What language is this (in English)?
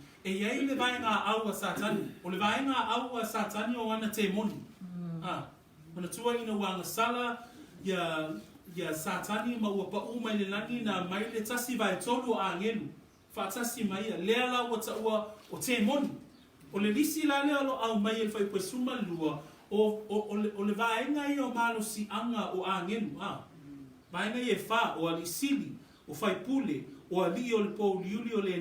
Samoan